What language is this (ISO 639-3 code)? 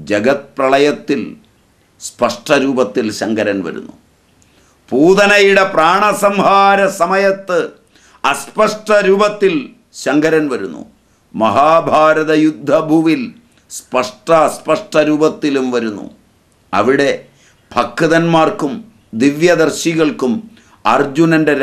mal